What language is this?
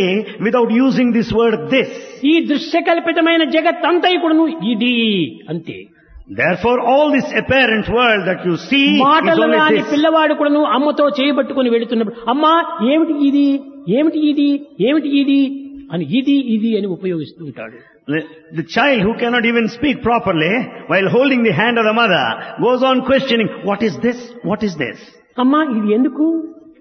Telugu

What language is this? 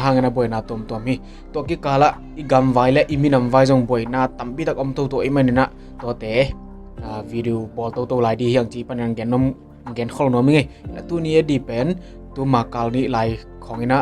Tedim Chin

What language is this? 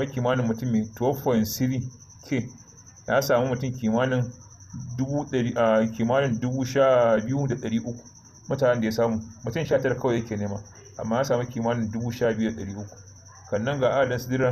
Hausa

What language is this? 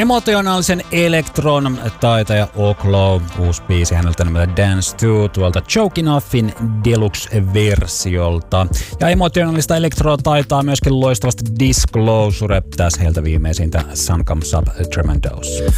Finnish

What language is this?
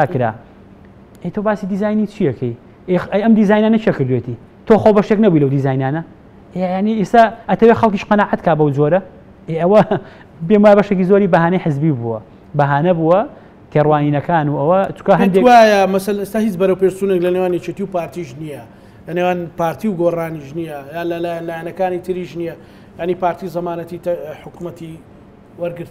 Central Kurdish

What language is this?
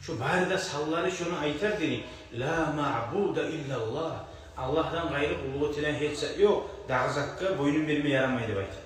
Kumyk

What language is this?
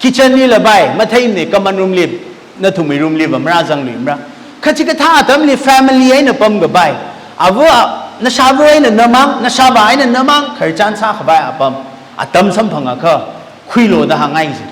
Tangkhul Naga (India)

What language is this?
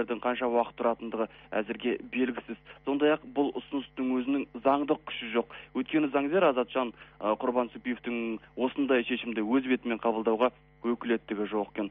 Kazakh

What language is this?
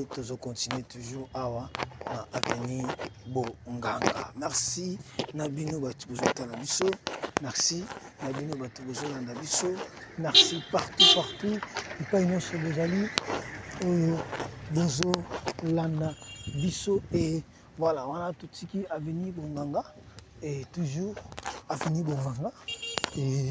Lingala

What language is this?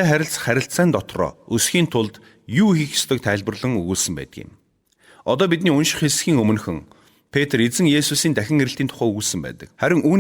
Mongolian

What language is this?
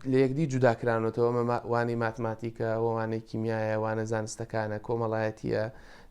Central Kurdish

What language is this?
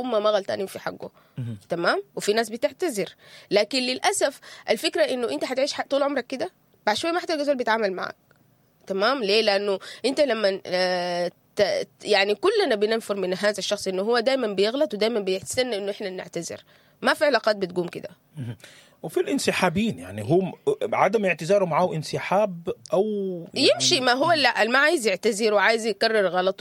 Sudanese Arabic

